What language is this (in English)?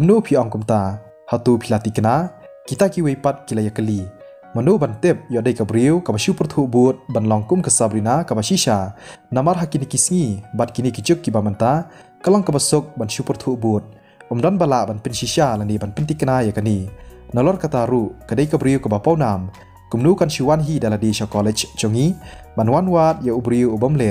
Khasi